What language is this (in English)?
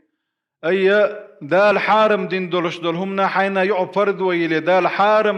Chechen